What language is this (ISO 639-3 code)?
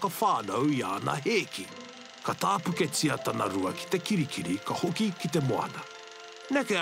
mri